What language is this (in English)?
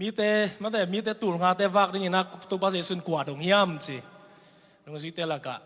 Tedim Chin